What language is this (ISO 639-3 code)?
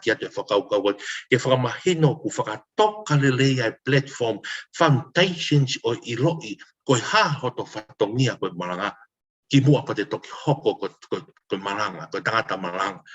ton